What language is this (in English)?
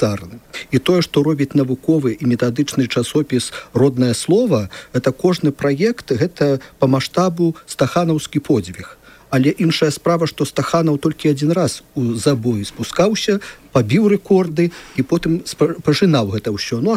Belarusian